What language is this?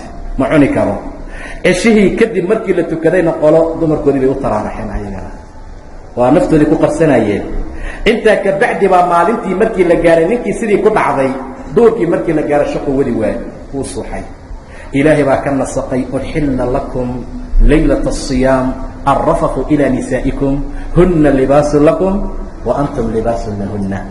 Somali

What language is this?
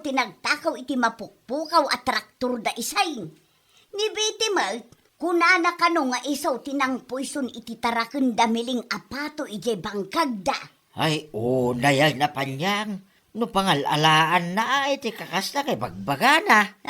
Iloko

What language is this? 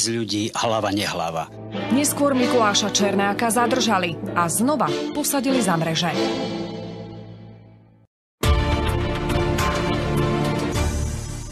Slovak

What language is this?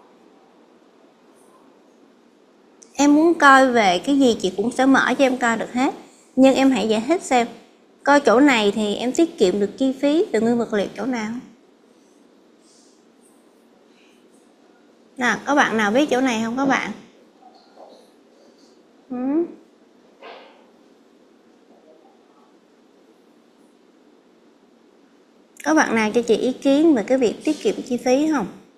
Vietnamese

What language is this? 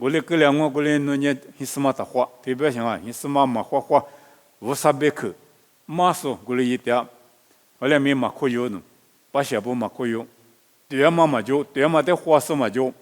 Lisu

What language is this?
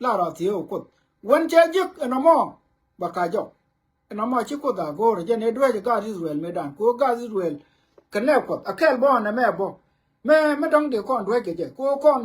Nuer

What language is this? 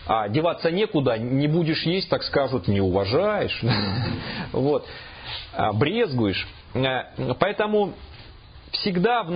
Russian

